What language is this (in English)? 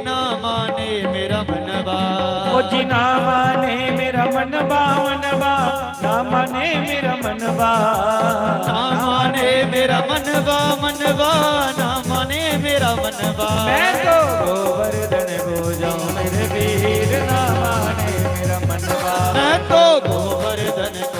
Dogri